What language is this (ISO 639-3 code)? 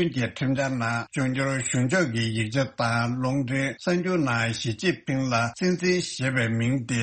bod